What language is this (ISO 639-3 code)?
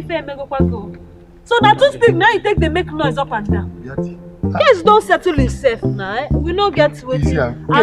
pcm